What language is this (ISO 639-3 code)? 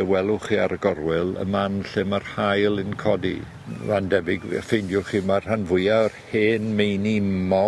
cym